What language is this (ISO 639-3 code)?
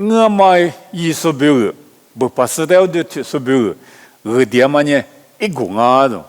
lis